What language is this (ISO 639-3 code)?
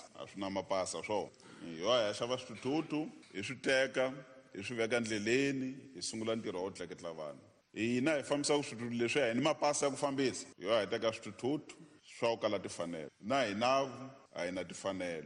tso